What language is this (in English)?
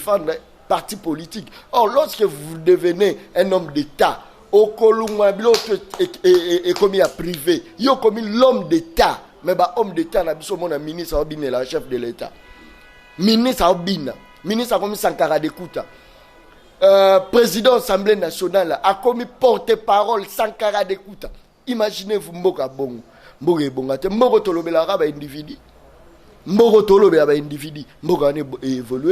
Lingala